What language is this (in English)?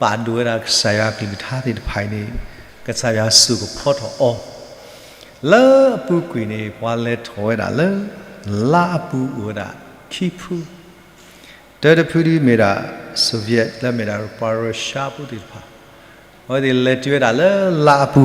S'gaw Karen